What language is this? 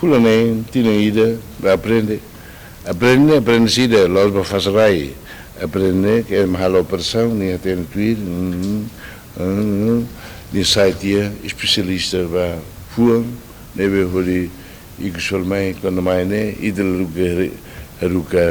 Tetum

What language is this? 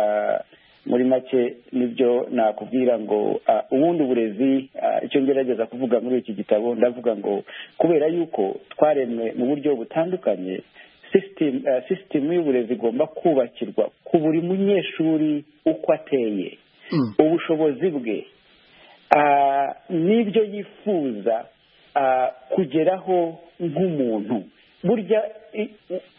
Kinyarwanda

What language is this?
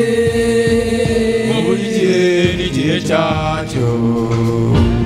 Kinyarwanda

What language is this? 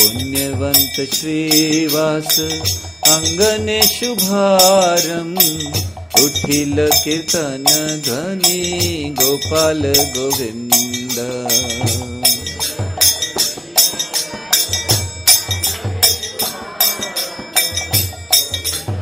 Hindi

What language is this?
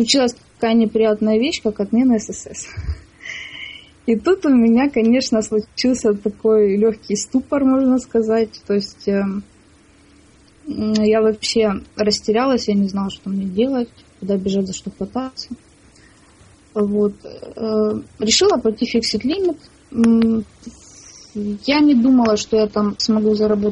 Russian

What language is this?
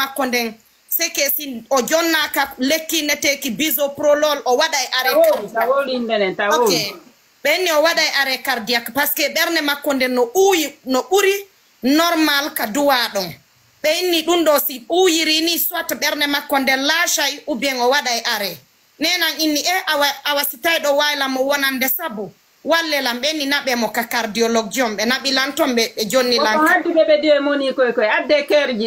Fula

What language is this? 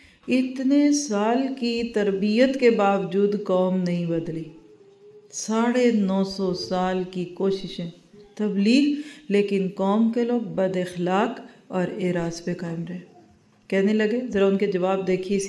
Urdu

